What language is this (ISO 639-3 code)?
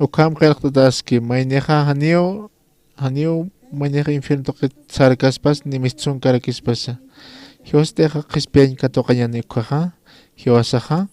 aym